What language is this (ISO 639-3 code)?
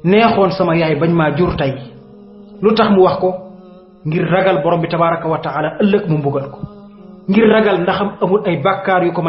wol